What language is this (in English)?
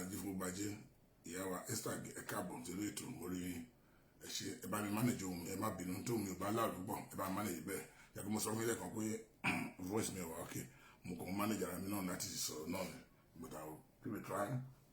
Yoruba